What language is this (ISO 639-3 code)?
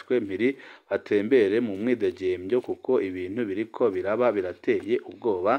run